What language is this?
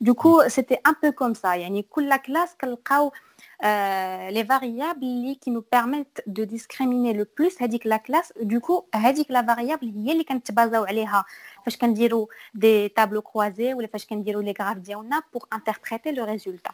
Moroccan Arabic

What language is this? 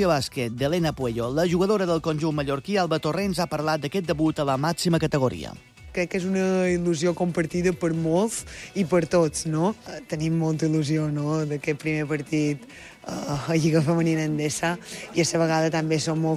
Catalan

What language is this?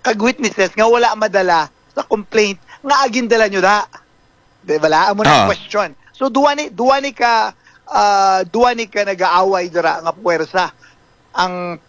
Hiligaynon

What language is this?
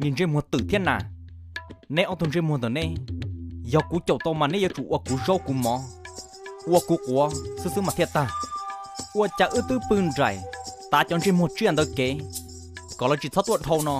Hmong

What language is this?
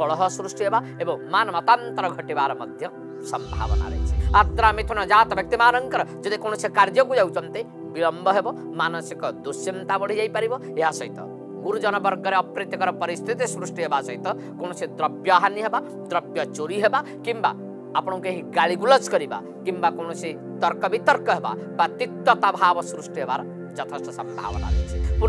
Odia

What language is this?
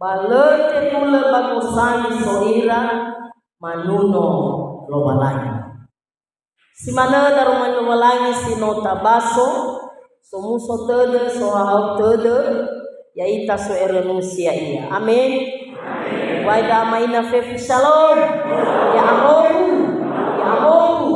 Nias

